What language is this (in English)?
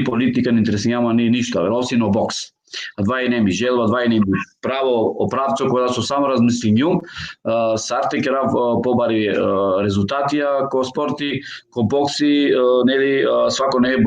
Balkan Romani